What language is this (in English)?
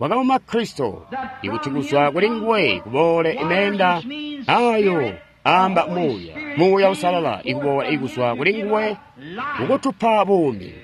Tonga (Zambia)